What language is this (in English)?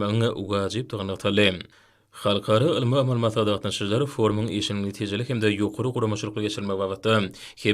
Turkmen